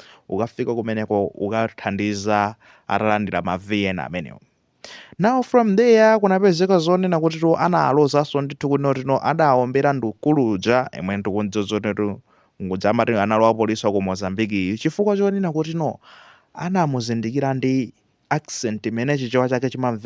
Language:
Nyanja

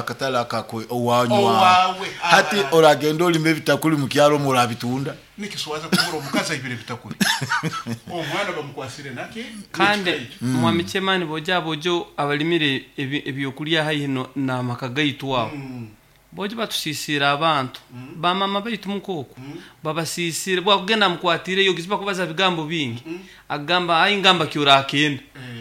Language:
Nyoro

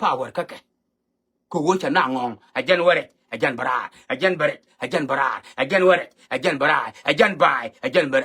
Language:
Nuer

